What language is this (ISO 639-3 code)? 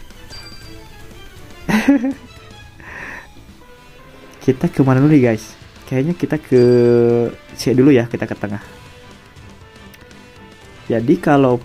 ind